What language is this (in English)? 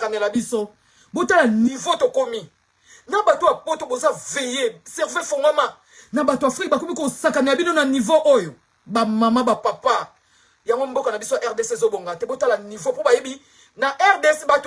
Lingala